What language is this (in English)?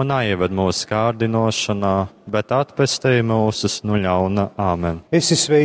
Latgalian